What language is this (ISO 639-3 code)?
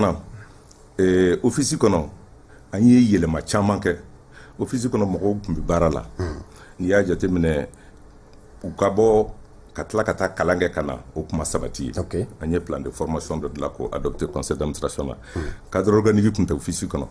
bam